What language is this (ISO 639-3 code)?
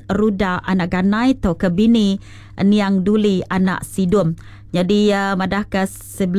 iba